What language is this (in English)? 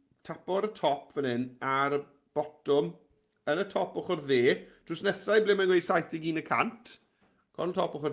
Welsh